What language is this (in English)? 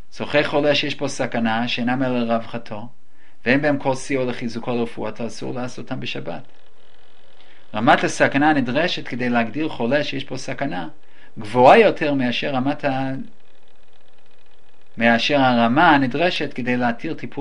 Hebrew